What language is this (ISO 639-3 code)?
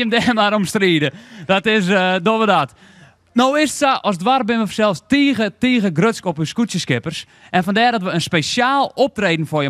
fry